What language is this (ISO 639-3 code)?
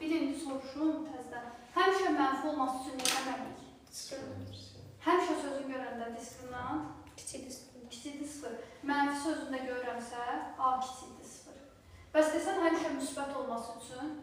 aze